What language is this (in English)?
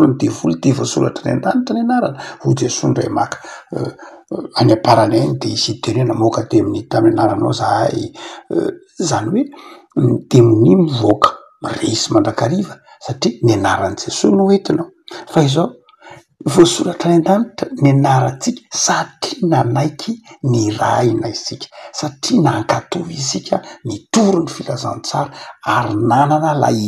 Malagasy